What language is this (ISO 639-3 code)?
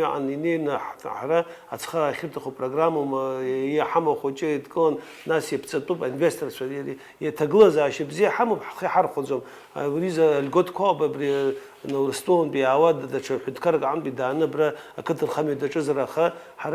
abk